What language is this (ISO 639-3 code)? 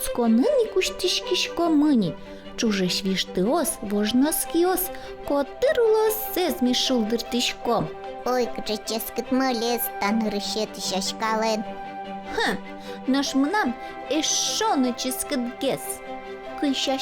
udm